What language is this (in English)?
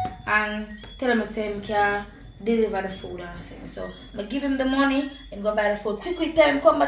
Jamaican Creole English